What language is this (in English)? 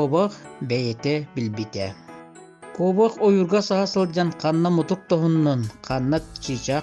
Yakut